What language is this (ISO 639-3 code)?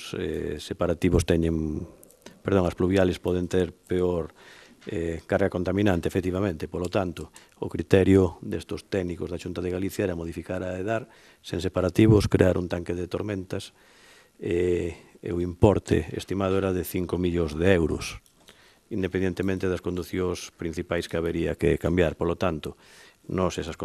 glg